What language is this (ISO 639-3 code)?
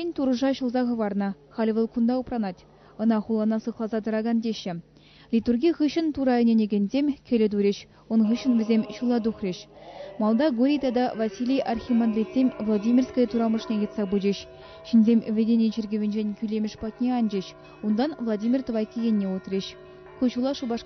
chv